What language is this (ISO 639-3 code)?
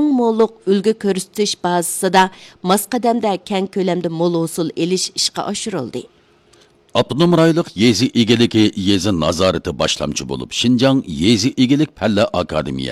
uig